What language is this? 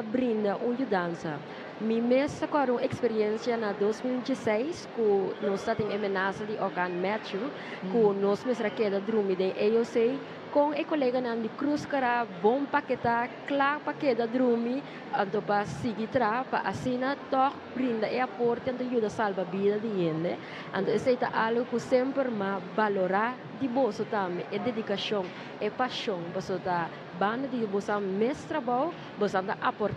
Papiamento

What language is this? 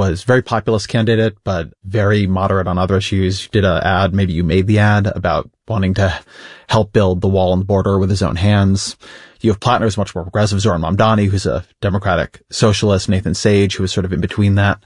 English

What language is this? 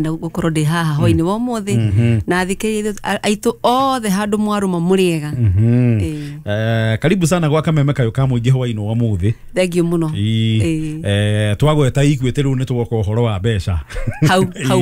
Kikuyu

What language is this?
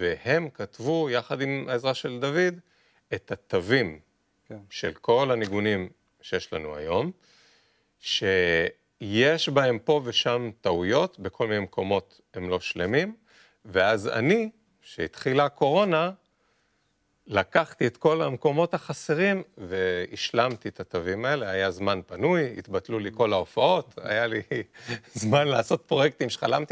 Hebrew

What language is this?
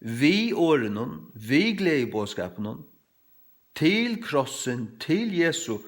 Faroese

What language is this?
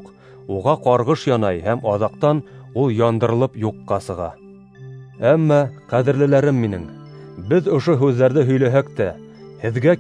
Bashkir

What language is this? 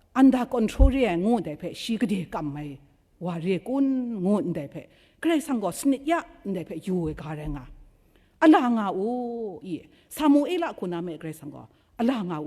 Kachin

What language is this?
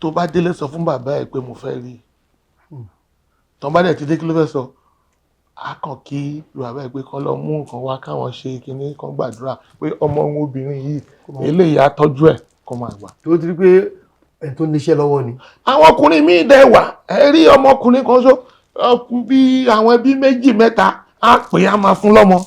Yoruba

